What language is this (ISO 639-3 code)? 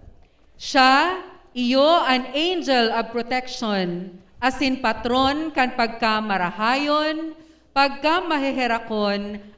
bik